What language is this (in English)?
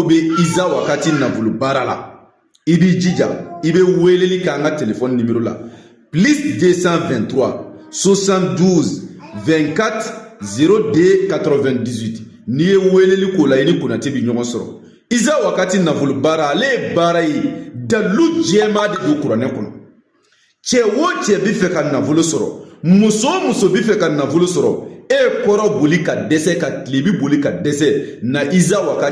Bambara